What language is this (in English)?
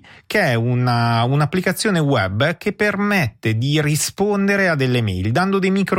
Italian